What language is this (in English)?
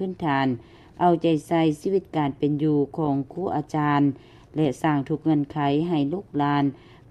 Lao